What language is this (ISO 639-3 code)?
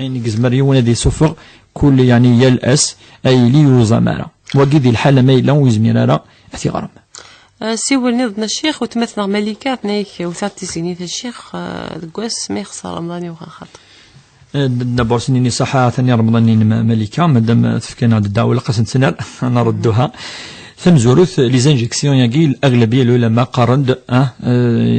kab